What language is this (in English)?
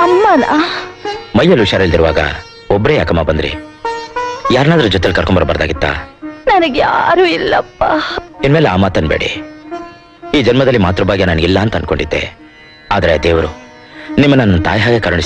Kannada